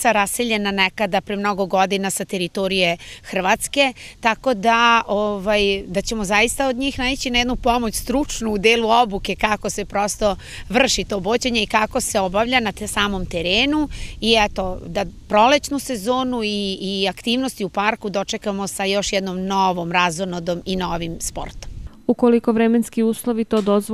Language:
Serbian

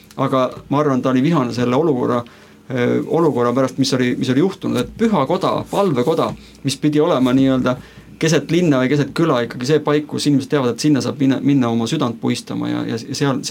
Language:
Estonian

